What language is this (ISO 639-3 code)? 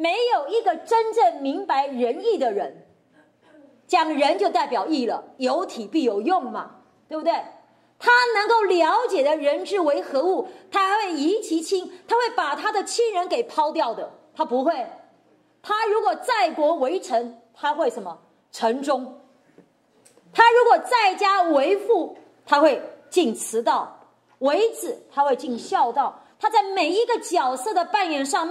zho